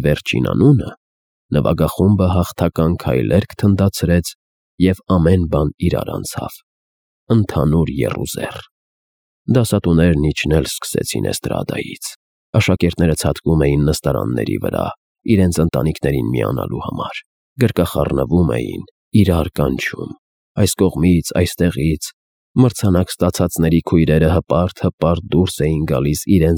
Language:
Armenian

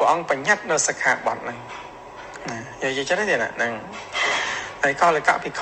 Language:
Khmer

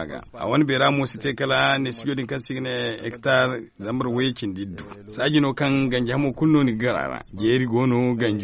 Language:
Zarma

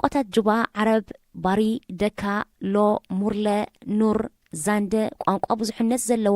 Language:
Tigrinya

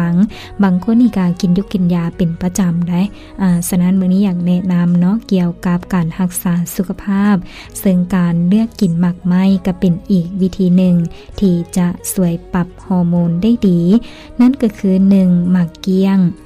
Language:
Lao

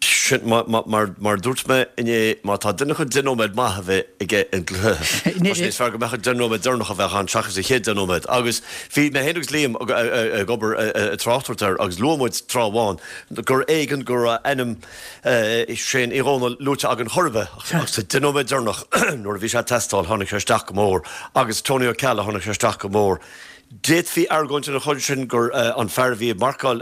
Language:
Irish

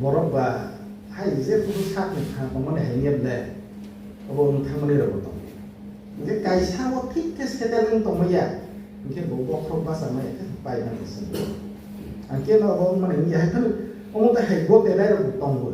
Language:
Kok Borok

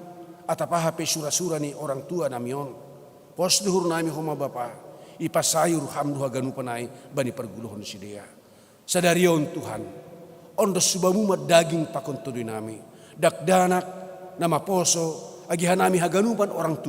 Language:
Batak Simalungun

